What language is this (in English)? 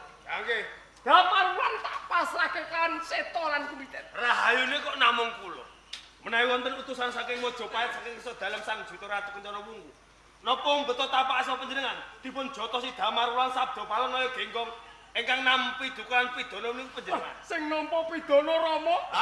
Javanese